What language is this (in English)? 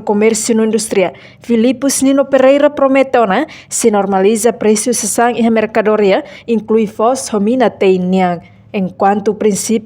Tetum